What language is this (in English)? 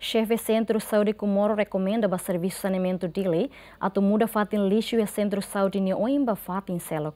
Tetum